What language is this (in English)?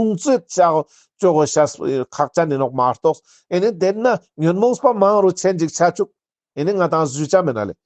Ladakhi